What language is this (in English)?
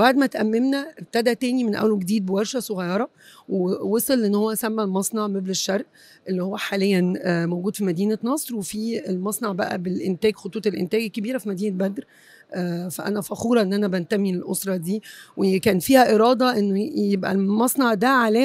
Egyptian Arabic